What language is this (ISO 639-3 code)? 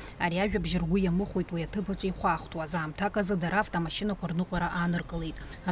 abk